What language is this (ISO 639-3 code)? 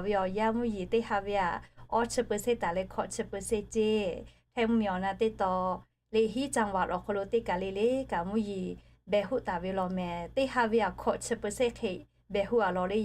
lhu